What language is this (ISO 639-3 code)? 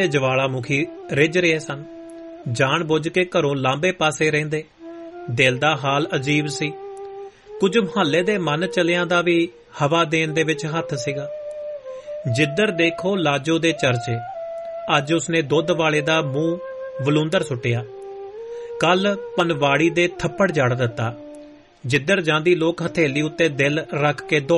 pan